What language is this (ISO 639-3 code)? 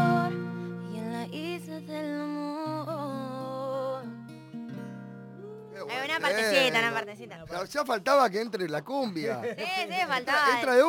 spa